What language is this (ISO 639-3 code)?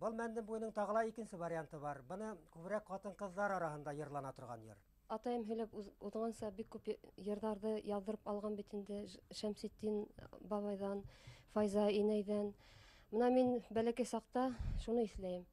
bak